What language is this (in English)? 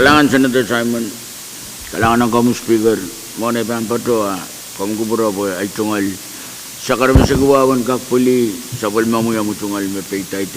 Pohnpeian